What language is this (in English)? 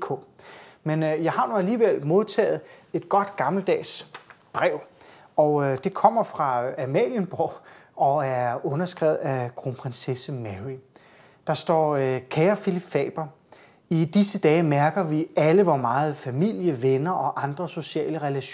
Danish